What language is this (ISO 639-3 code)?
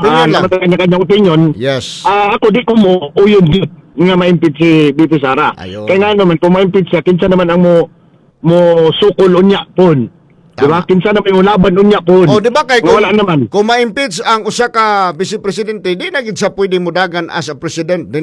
ceb